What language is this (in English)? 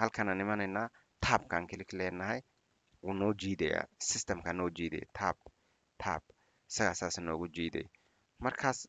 Somali